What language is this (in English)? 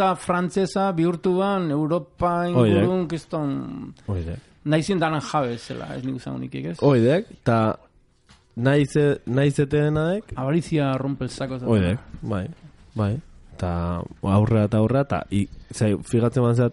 Basque